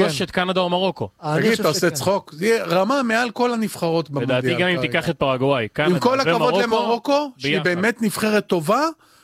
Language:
Hebrew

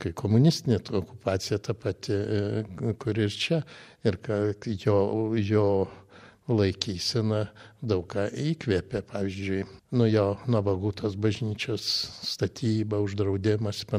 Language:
Lithuanian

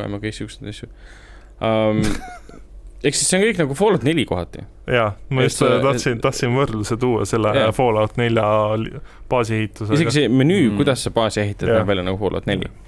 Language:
Estonian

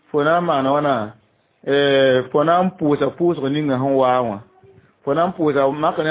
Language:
Mossi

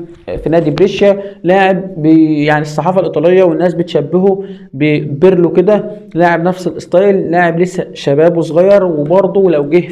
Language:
Egyptian Arabic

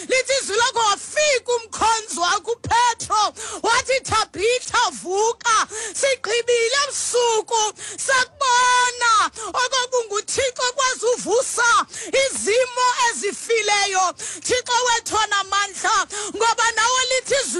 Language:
Xhosa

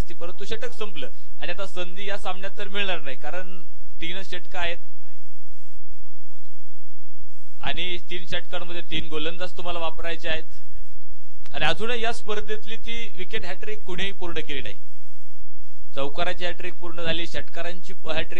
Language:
Marathi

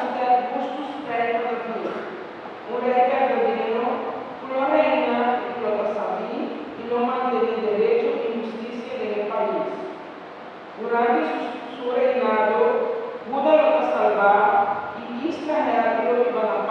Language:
Papiamento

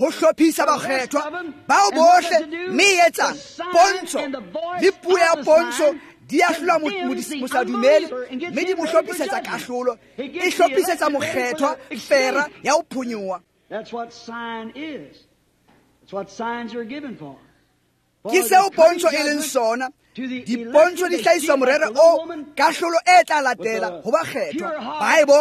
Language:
Tswana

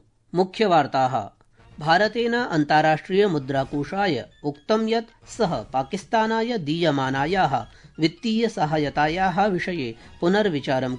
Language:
Sanskrit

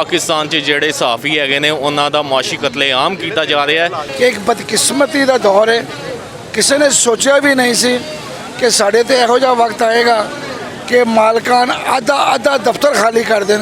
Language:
Western Panjabi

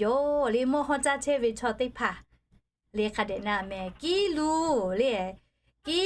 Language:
Lahu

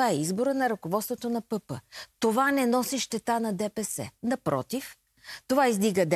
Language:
Bulgarian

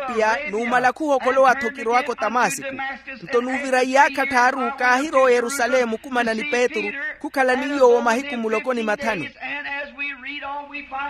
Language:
Makhuwa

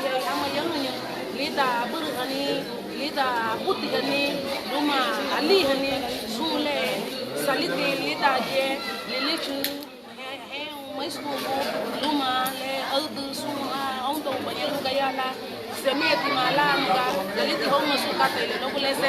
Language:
Garifuna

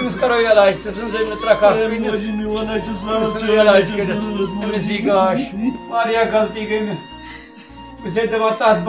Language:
Kashmiri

